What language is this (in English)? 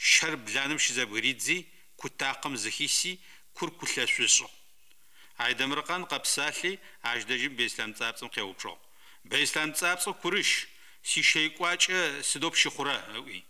Adyghe